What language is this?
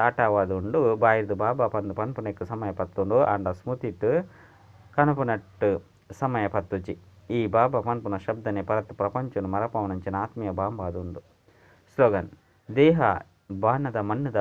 Tulu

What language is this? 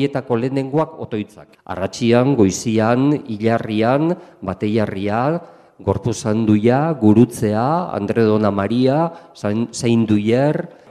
Basque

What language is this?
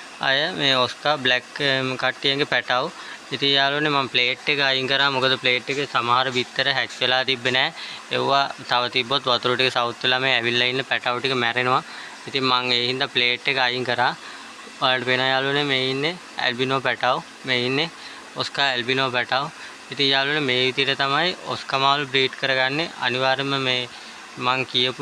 Sinhala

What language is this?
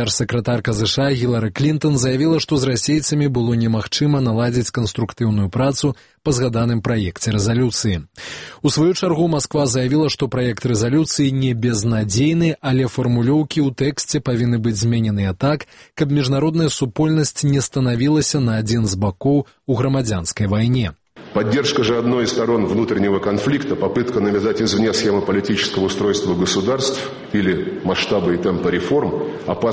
Belarusian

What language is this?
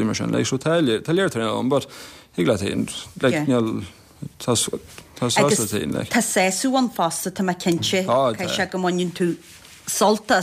Irish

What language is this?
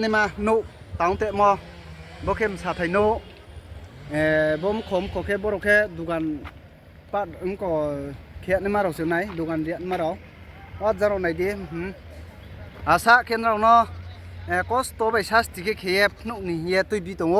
Riang (India)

